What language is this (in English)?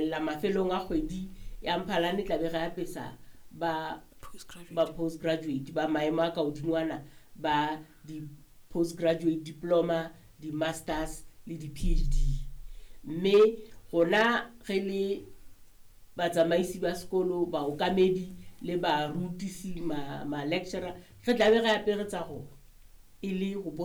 Southern Sotho